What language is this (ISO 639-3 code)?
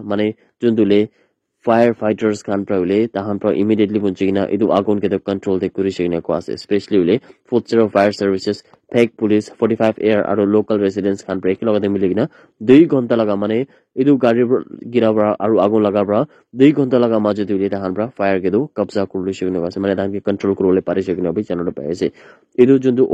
nag